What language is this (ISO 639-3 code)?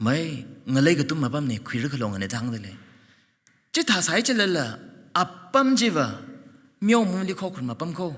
nmf